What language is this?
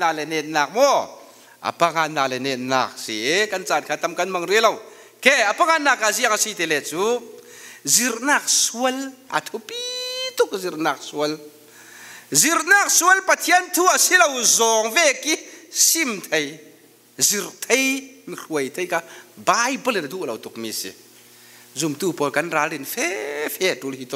Falam Chin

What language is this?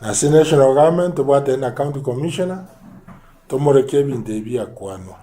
Gusii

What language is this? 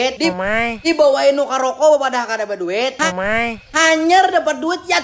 Banjar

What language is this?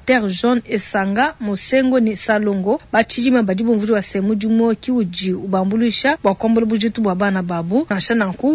Luba-Lulua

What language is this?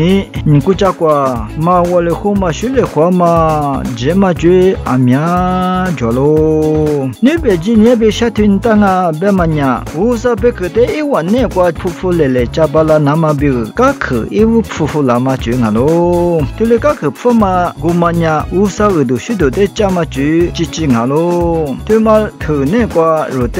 Lisu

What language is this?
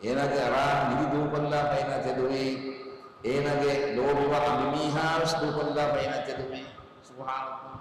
Divehi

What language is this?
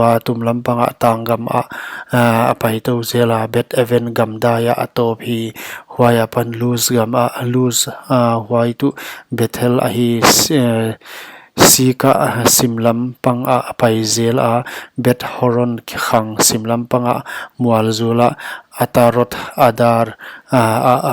Paite Chin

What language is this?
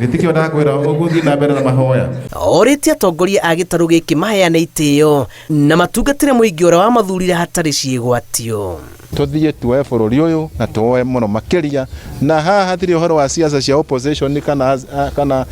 Kikuyu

